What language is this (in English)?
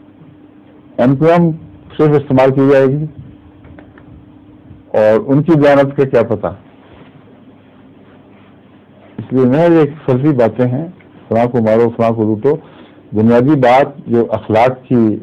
Urdu